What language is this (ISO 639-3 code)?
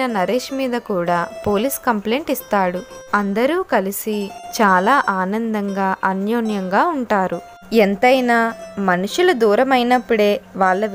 tel